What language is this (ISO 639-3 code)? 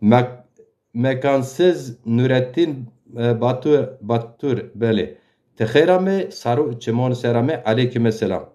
zza